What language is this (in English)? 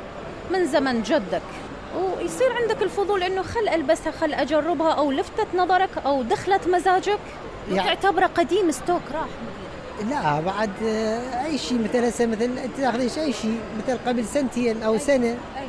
Mesopotamian Arabic